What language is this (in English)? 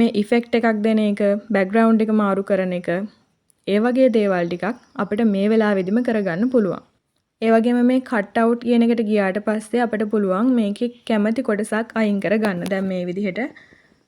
Sinhala